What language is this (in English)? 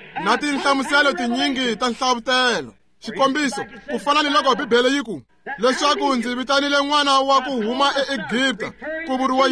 Tsonga